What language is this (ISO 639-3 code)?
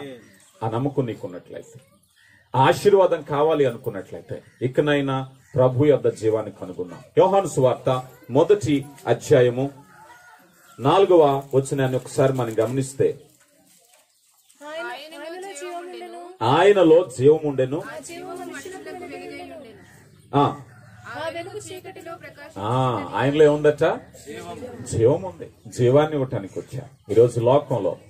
tel